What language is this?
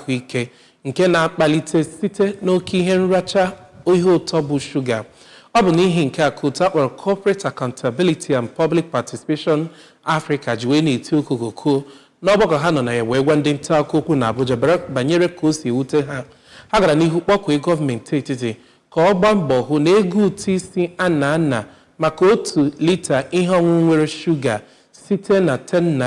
Igbo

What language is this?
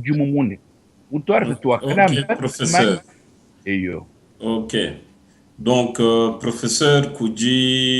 Luba-Lulua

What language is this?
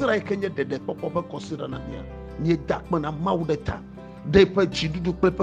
Ewe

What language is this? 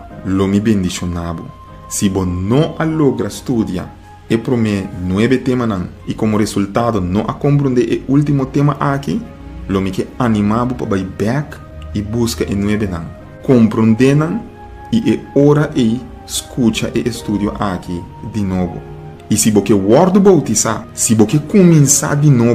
Papiamento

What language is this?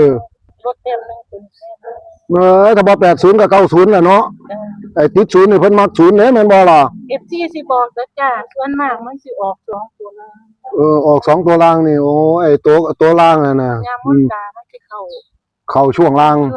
Northeastern Thai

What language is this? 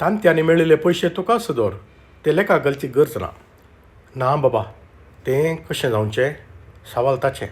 Konkani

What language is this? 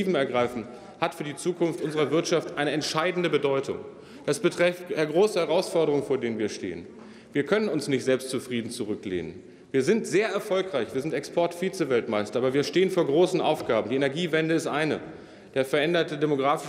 German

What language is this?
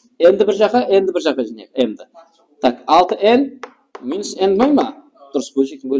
Kara-Kalpak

